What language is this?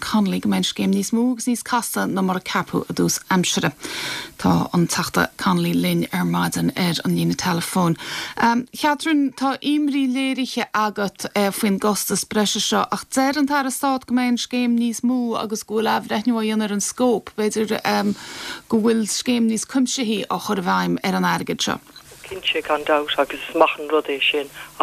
Irish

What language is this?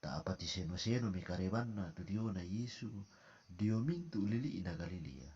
Toraja-Sa'dan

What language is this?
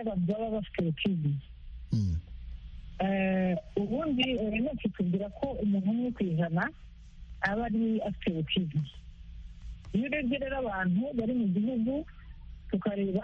Kinyarwanda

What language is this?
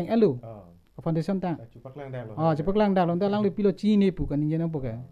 Karbi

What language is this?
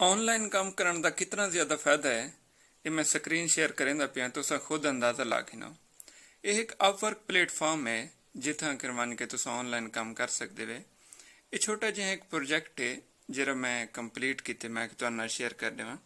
Saraiki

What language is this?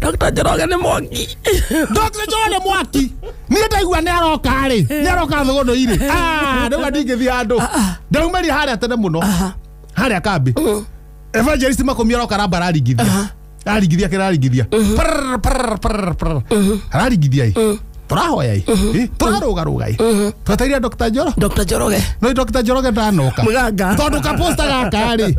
Kikuyu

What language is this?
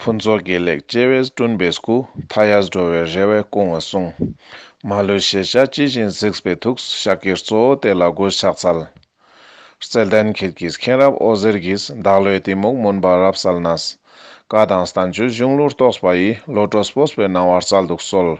Ladakhi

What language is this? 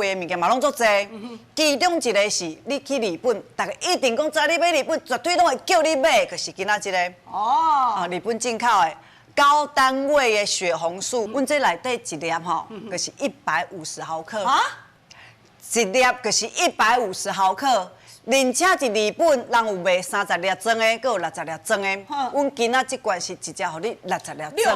Min Nan Chinese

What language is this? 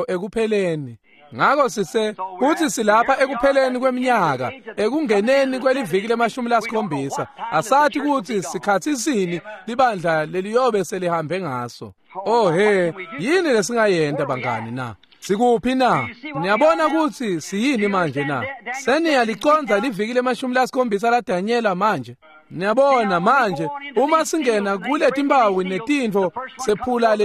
Swati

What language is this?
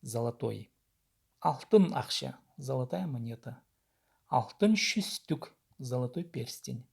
Khakas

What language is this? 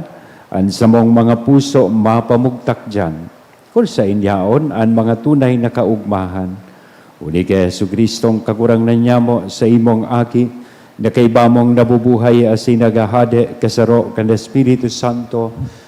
Bikol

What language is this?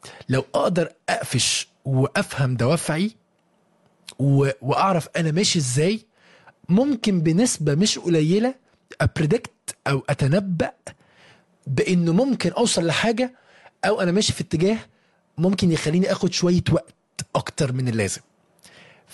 Egyptian Arabic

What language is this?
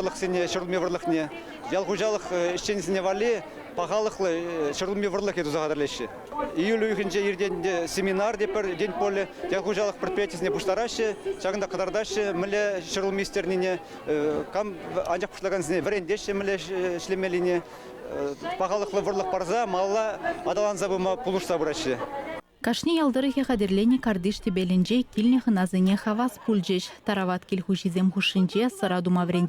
Chuvash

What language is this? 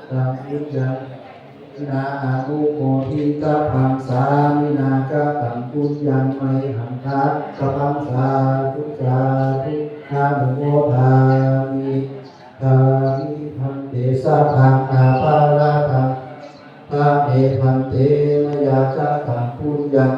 Pali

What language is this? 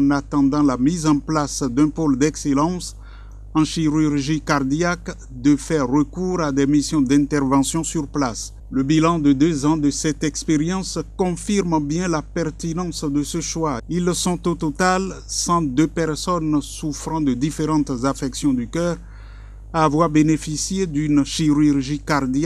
French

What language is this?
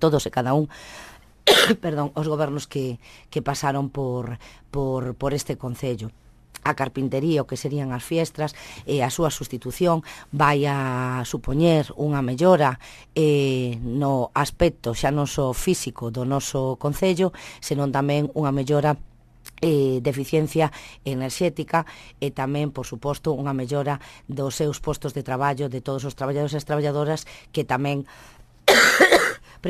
Galician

